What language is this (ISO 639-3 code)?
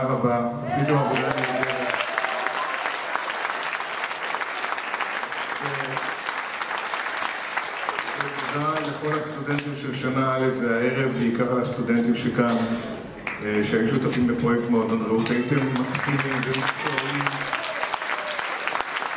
heb